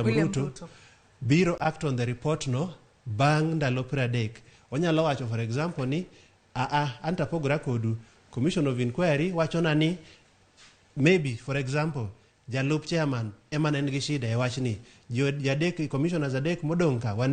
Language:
Luo (Kenya and Tanzania)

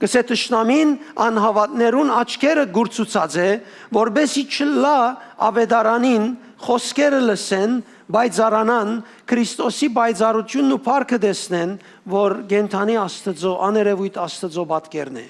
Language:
Western Armenian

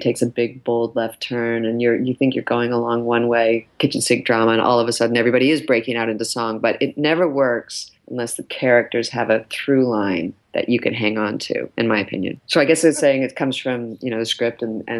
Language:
English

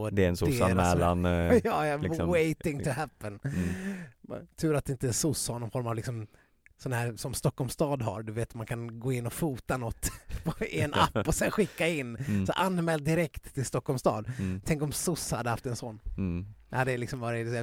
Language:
Swedish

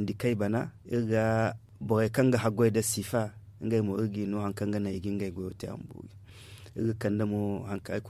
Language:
Zarma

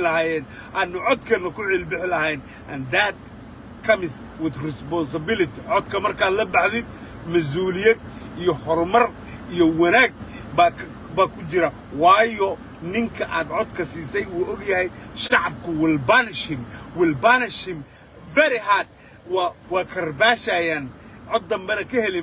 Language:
Somali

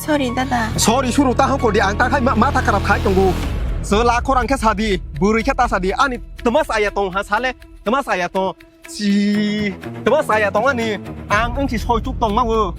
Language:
Kok Borok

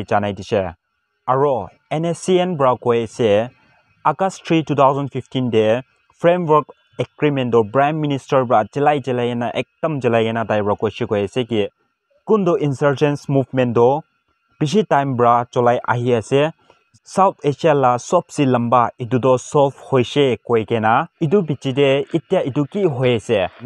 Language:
Naga Pidgin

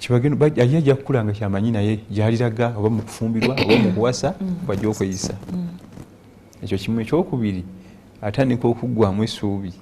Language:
Ganda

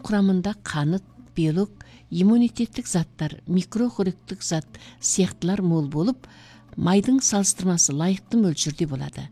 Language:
Kazakh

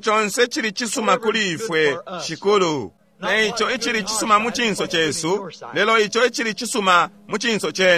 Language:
Bemba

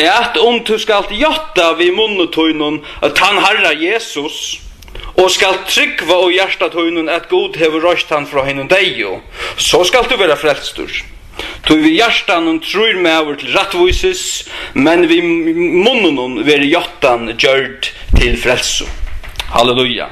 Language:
Faroese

